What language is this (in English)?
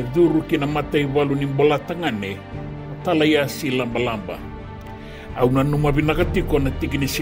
Fijian